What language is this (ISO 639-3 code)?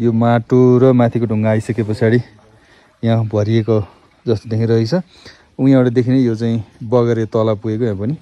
nep